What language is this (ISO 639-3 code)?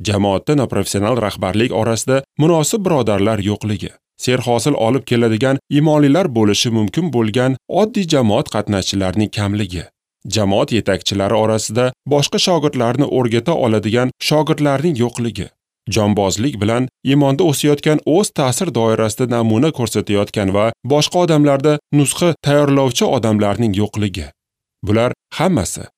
uzb